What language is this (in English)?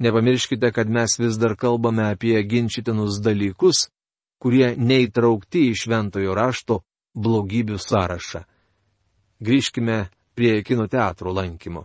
Lithuanian